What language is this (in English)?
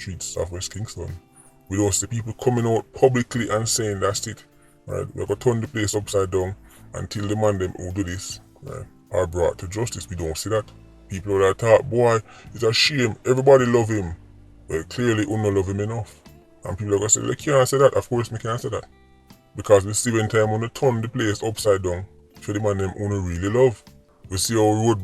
Jamaican Creole English